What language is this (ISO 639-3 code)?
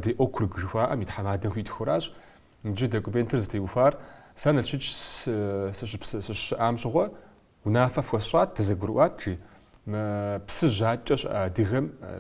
kbd